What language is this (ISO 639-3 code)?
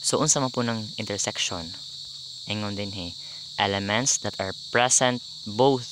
ceb